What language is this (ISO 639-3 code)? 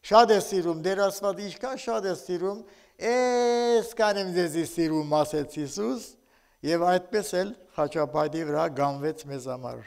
hye